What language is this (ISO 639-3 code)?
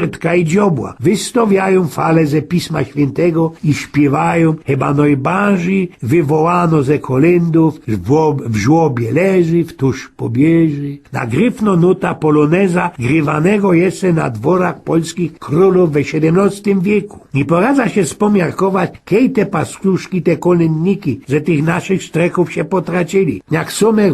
szl